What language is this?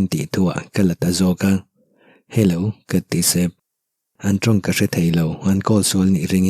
Mizo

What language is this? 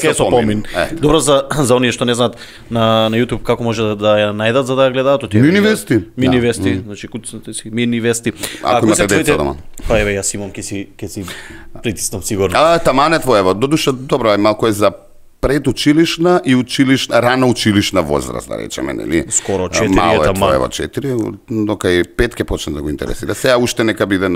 Macedonian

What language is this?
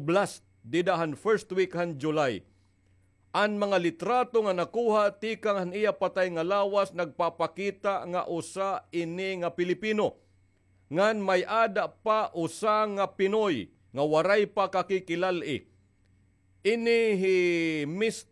Waray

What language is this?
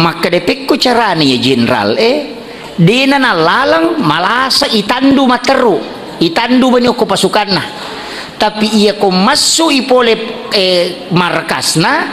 Buginese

